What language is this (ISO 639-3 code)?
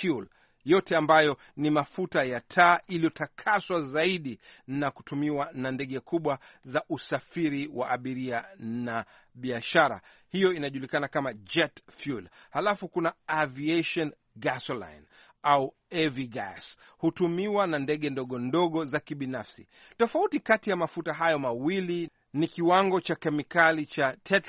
swa